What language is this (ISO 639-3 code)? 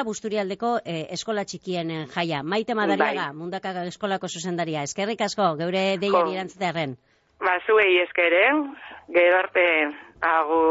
eus